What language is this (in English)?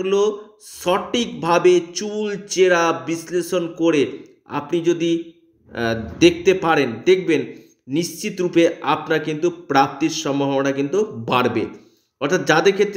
Bangla